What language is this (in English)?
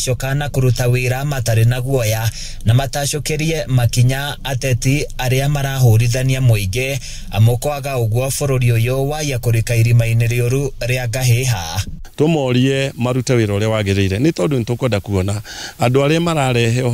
Kikuyu